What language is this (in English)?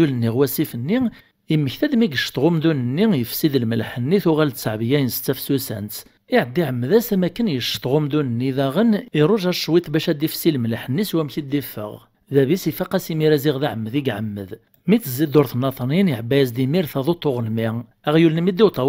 Kabyle